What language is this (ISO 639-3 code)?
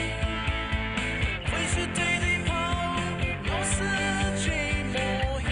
pmx